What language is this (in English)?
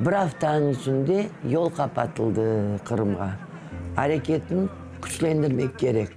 Crimean Tatar